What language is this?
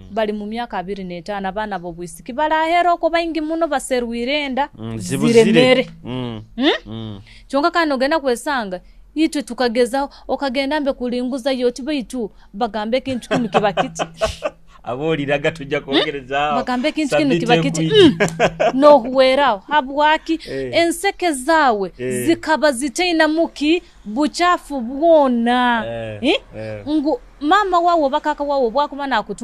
Nyoro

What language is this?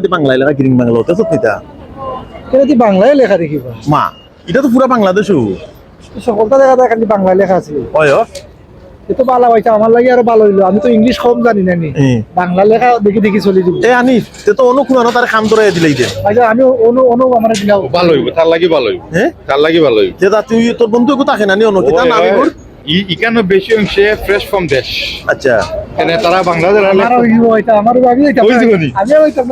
Sylheti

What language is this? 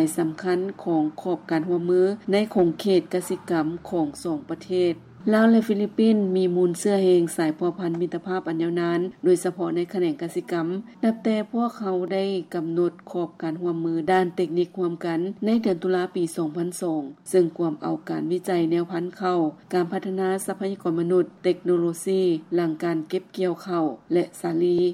Lao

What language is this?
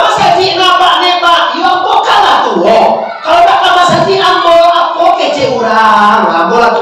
Minangkabau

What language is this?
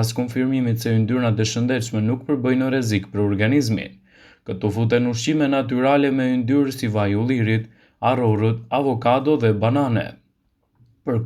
Albanian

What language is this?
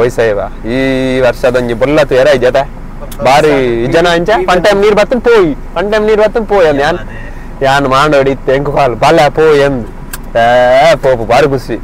Tulu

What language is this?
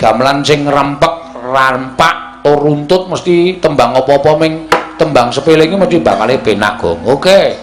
Javanese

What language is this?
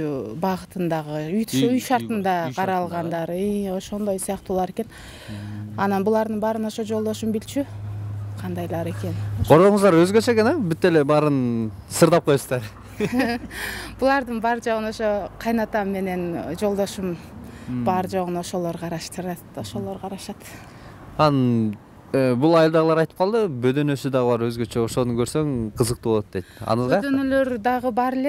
Kyrgyz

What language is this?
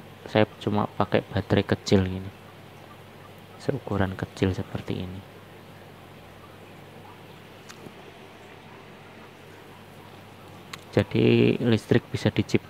Indonesian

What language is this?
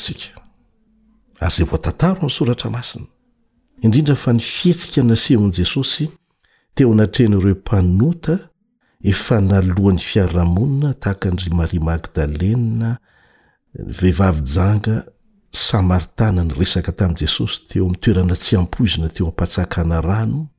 Malagasy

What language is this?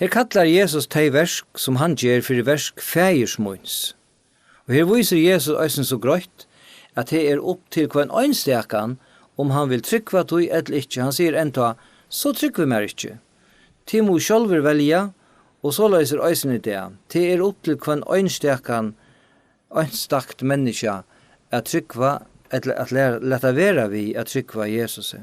Faroese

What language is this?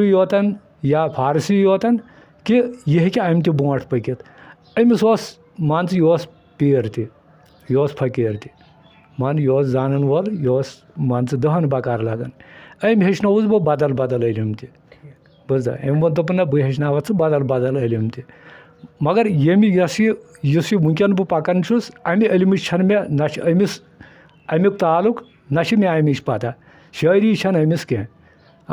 Kashmiri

